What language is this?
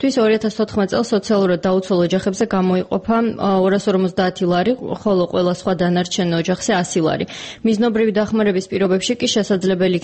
Georgian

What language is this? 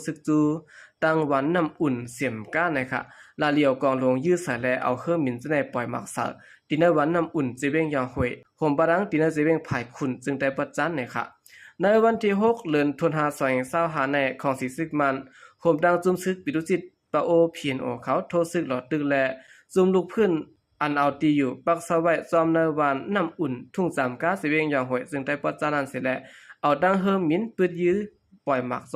Shan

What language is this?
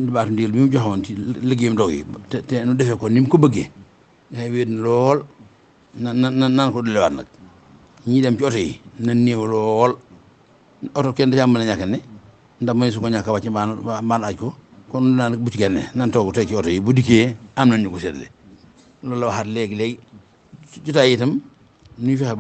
Wolof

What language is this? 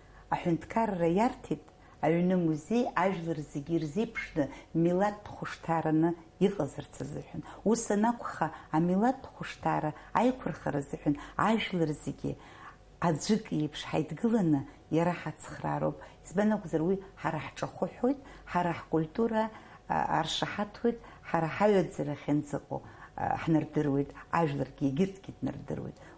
Abkhazian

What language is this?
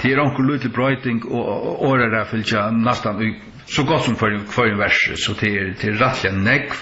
Faroese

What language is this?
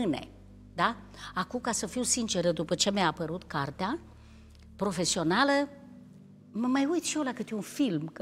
Romanian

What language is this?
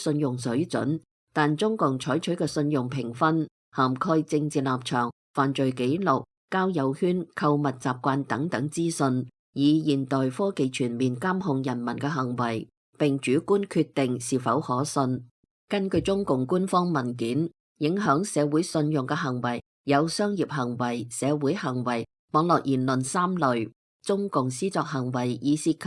Cantonese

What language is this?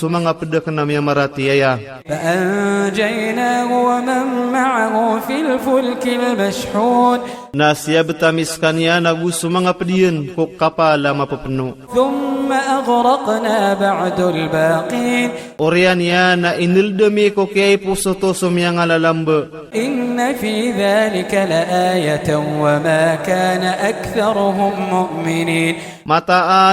Iranun (Philippines)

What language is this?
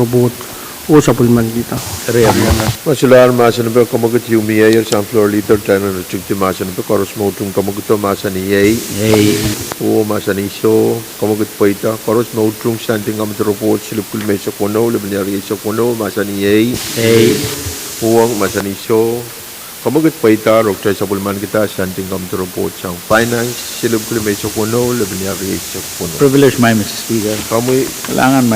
Pohnpeian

